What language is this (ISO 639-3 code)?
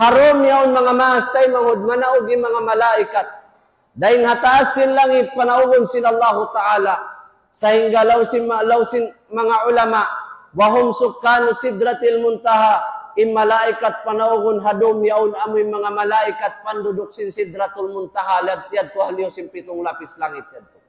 tsg